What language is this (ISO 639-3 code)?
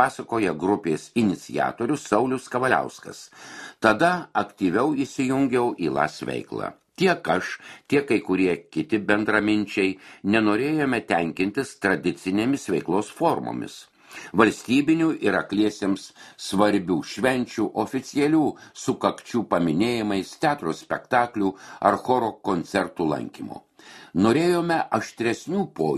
lit